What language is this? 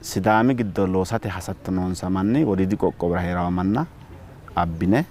Sidamo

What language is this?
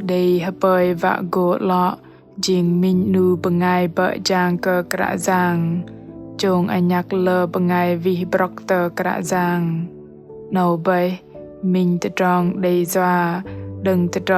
Bahnar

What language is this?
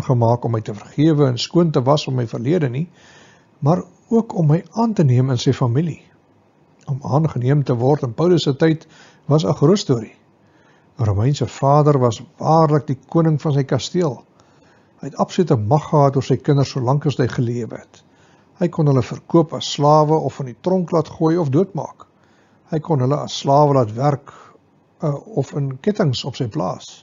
Afrikaans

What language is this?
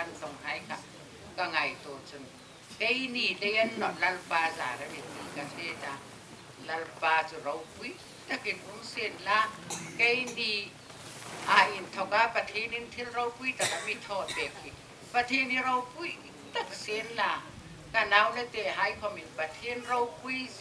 Hmar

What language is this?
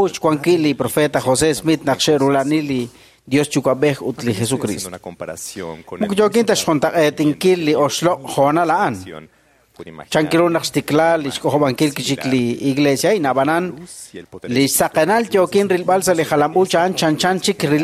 Kekchí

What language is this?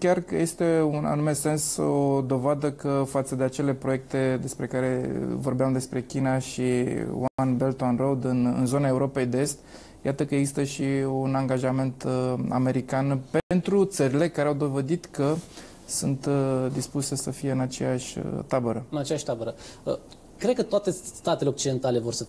Romanian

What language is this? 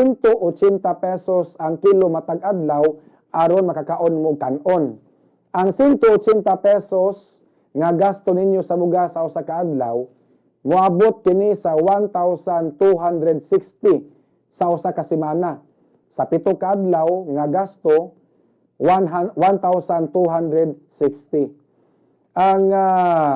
Cebuano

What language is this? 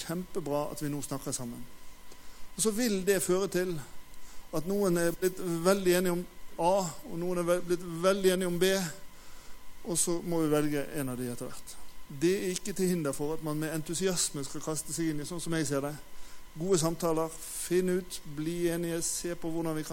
Norwegian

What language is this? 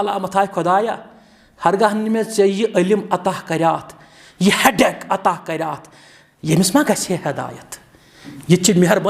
Kashmiri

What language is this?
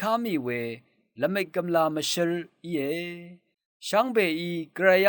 Rawang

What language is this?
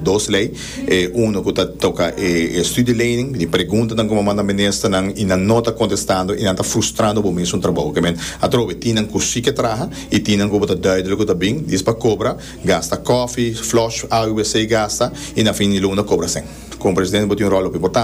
Papiamento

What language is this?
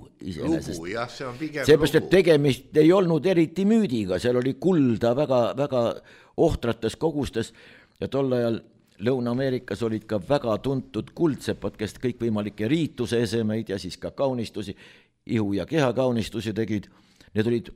Estonian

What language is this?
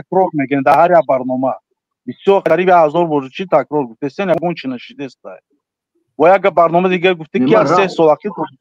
Tajik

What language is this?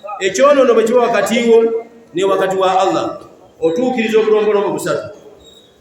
Ganda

